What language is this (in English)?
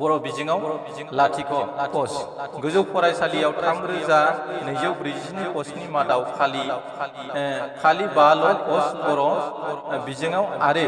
Bodo